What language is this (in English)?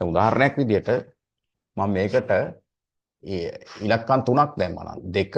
Sinhala